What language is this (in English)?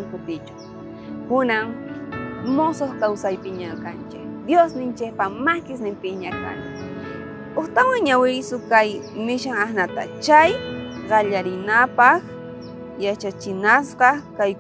South Bolivian Quechua